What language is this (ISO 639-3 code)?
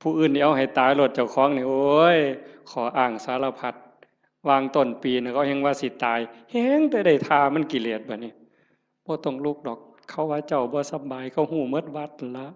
tts